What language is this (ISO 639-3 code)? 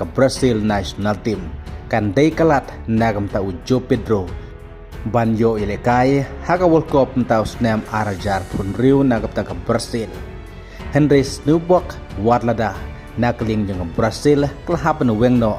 kha